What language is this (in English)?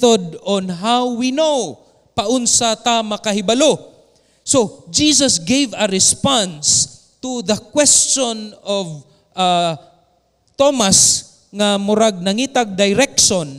Cebuano